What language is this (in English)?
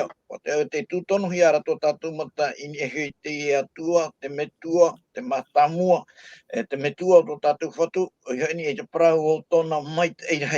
Tahitian